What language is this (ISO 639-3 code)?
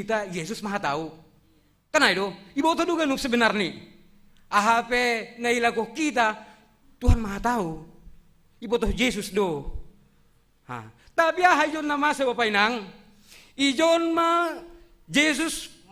bts